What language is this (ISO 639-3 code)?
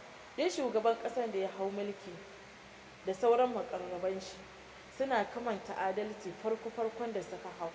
hau